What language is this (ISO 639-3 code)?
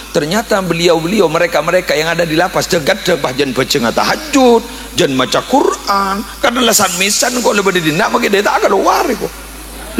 mad